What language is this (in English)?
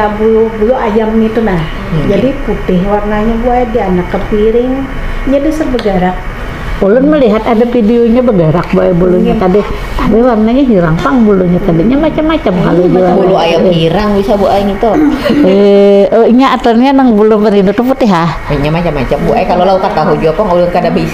Banjar